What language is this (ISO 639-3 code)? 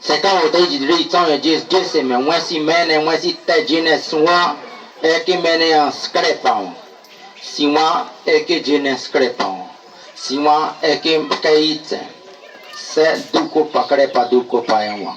bzd